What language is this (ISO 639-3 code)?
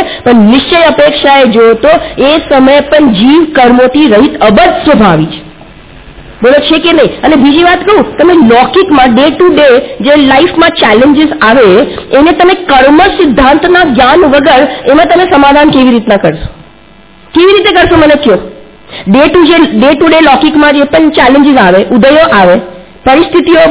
guj